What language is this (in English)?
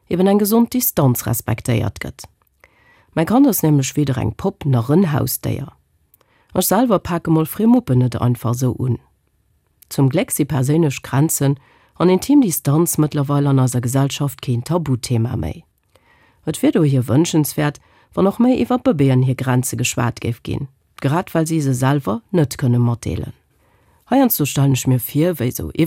Luxembourgish